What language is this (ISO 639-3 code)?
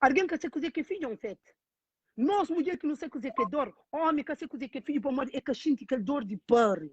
kea